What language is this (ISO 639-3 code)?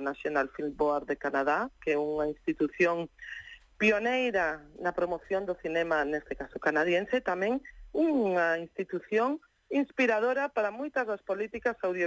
glg